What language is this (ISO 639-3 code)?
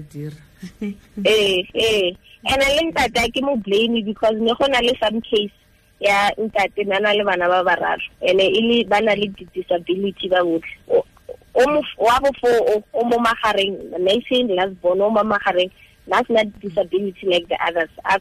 tsn